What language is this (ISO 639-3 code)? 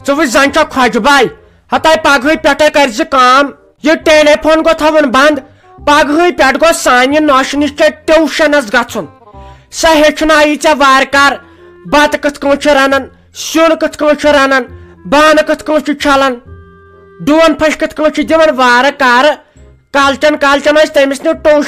kas